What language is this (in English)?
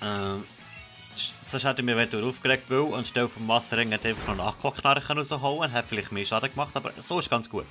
Swiss German